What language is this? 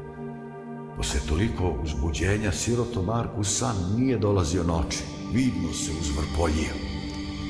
Serbian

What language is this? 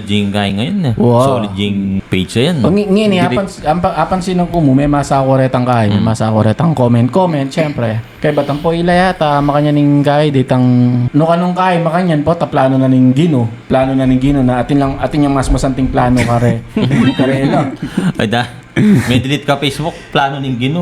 Pampanga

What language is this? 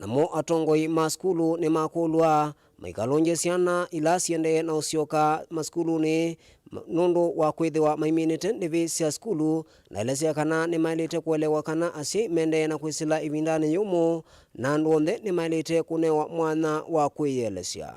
Kamba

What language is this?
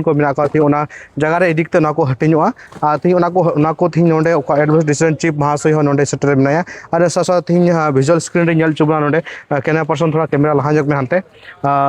Santali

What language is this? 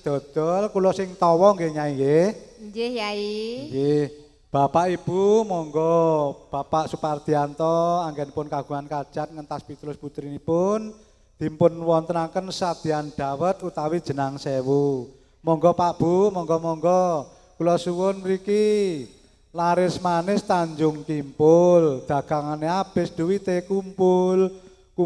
Javanese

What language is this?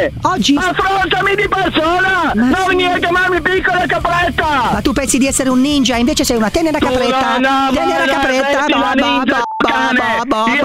Italian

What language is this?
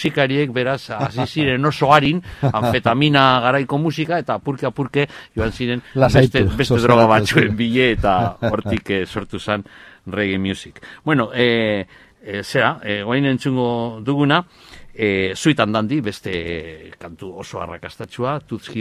Basque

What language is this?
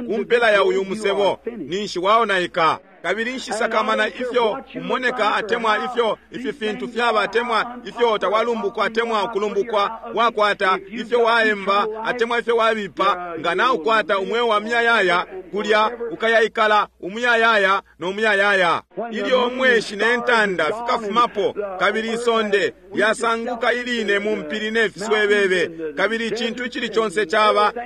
Bemba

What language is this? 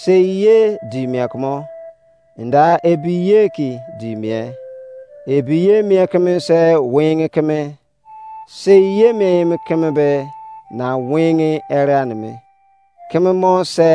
Izon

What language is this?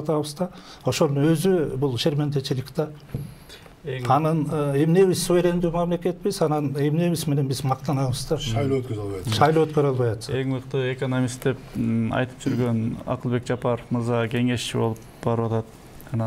Kyrgyz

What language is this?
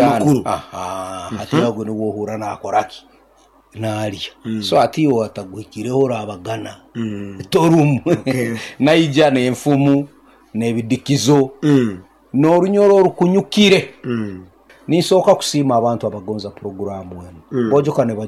Nyankole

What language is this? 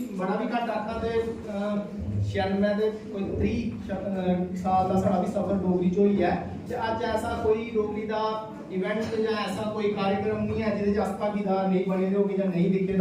Dogri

